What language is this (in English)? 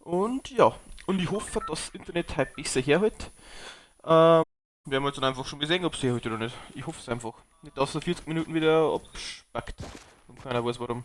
Bavarian